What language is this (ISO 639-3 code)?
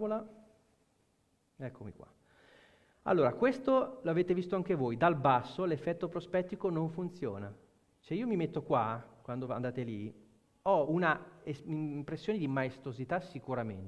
ita